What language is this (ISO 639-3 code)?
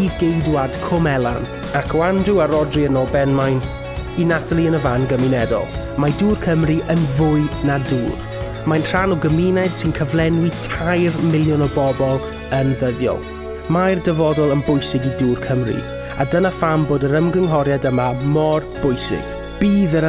cym